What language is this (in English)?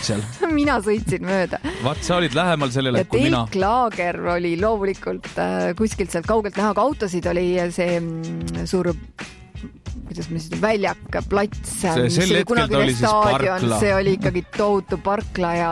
Estonian